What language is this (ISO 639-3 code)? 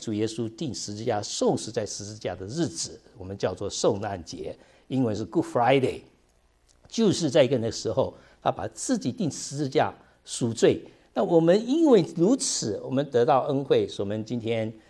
zho